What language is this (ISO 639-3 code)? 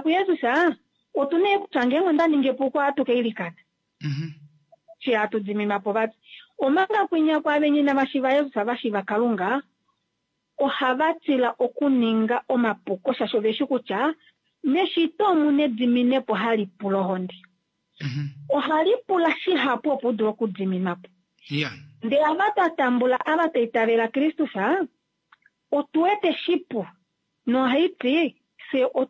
kua